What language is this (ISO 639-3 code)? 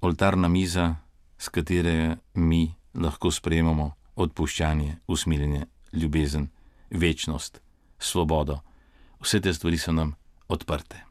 slv